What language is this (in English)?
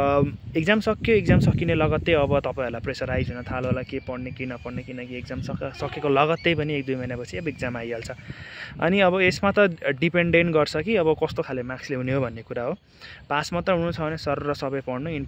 Nepali